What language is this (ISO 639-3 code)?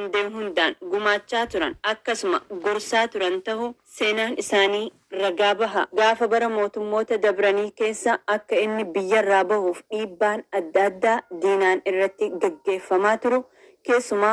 orm